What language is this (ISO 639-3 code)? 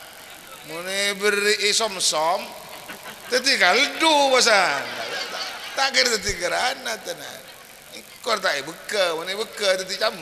mad